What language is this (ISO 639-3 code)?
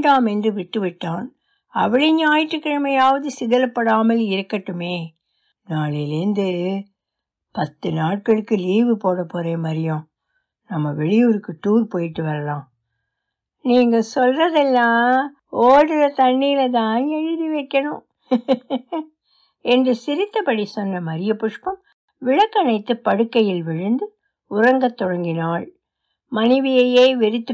tam